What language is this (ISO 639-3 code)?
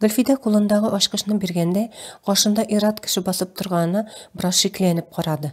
tat